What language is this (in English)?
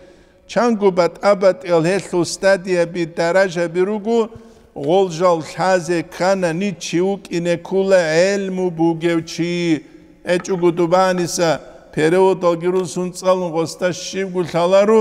Avaric